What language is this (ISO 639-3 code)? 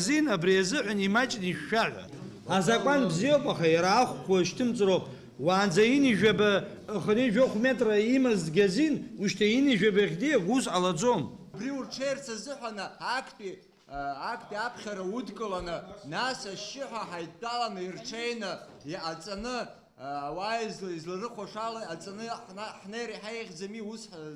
abk